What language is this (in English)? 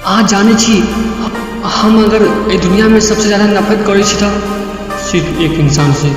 Maithili